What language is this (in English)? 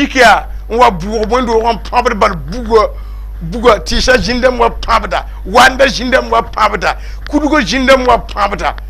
Mossi